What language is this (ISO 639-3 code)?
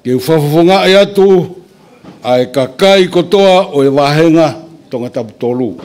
ton